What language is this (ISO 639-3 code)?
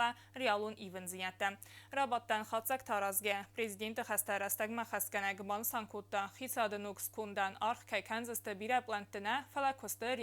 oss